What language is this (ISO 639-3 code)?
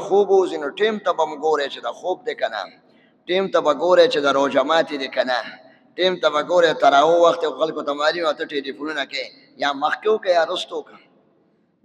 pus